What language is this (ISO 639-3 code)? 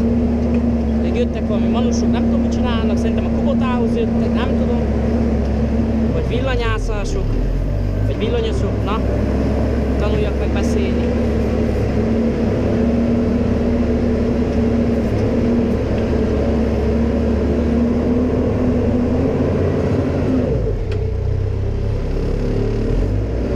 hun